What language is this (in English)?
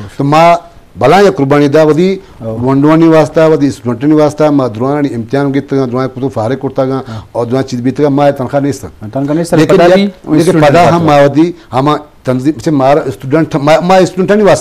Eastern Balochi